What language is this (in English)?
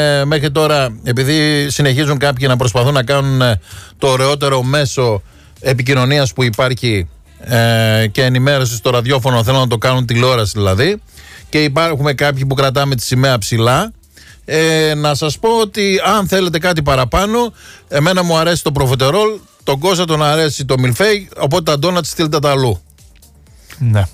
Greek